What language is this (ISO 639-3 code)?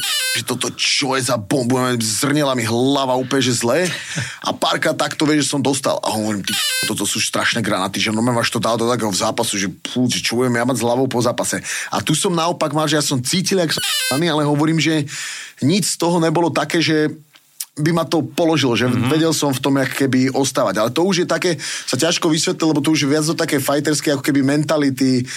slk